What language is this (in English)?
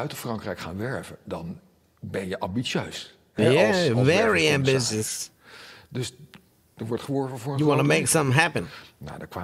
Dutch